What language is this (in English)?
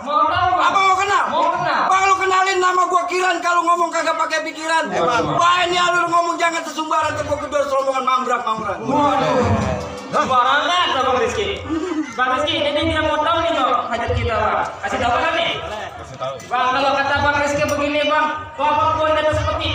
Betawi